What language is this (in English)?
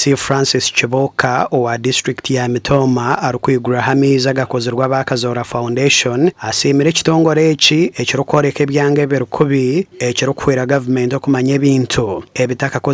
Nyankole